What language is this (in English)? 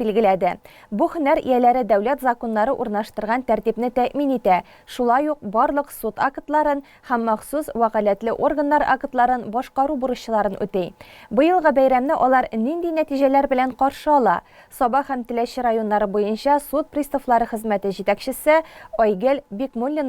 Tatar